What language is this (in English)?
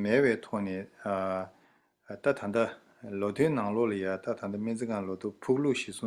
Tibetan